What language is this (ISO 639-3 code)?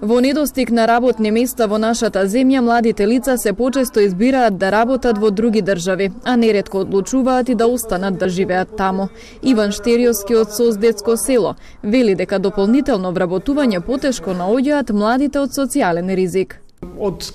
mkd